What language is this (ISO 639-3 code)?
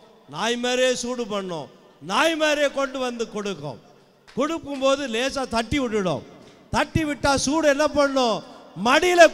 tam